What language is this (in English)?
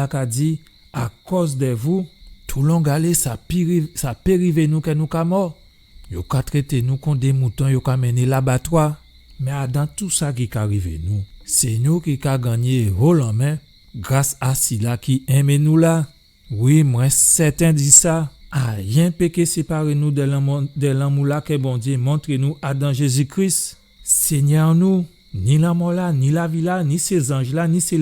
Guadeloupean Creole French